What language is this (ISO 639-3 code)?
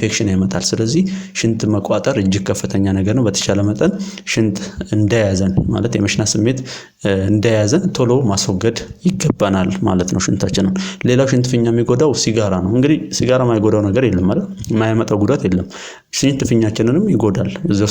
amh